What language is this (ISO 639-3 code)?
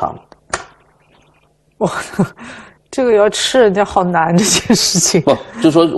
zho